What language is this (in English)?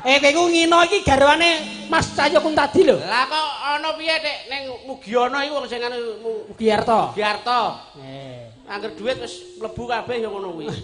Javanese